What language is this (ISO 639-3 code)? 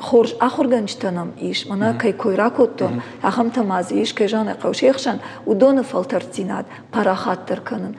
oss